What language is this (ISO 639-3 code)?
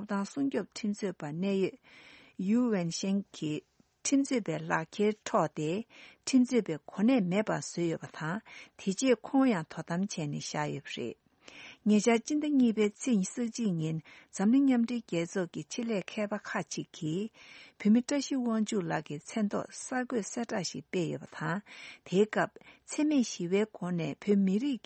bod